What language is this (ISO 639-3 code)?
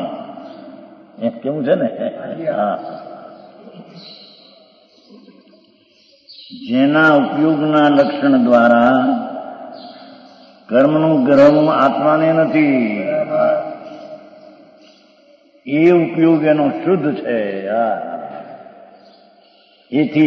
guj